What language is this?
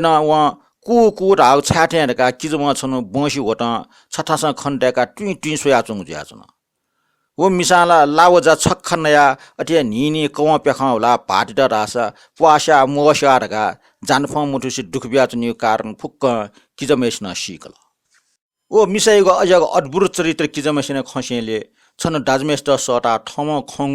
Newari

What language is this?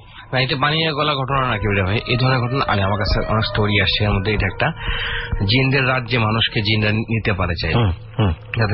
Bangla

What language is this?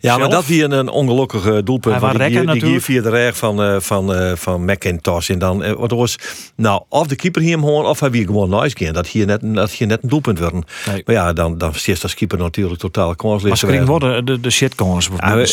Western Frisian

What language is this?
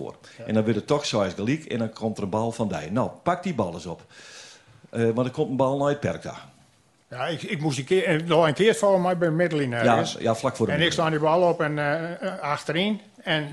Western Frisian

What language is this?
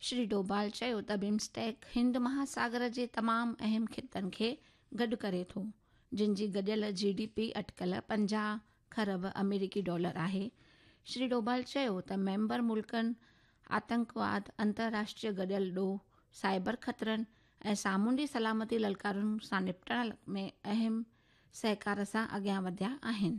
Sindhi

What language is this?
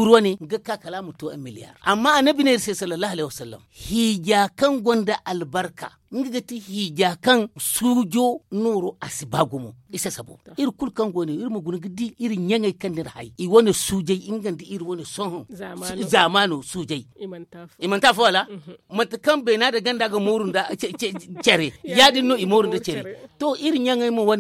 Zarma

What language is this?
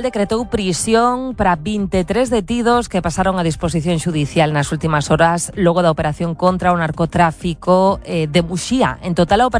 Galician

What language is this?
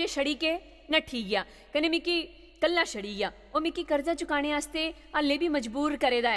Dogri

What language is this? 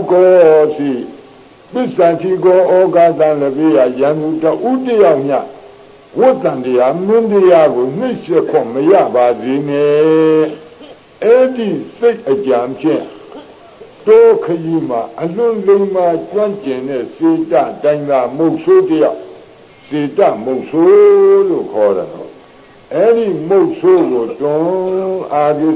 Burmese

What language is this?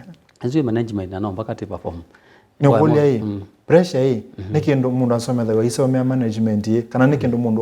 Kamba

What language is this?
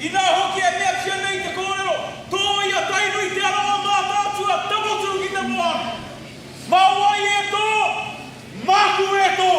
Māori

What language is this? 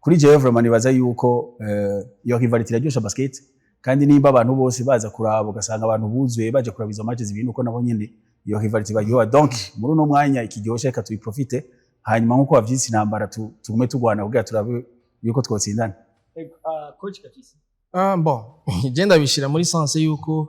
Rundi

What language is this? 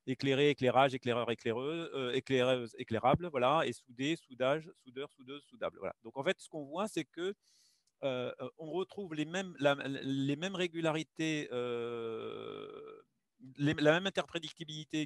French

